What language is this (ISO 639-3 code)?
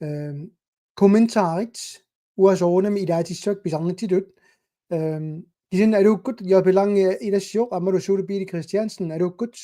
kal